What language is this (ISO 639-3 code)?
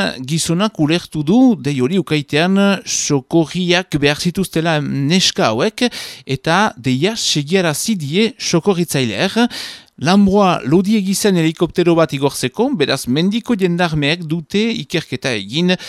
eus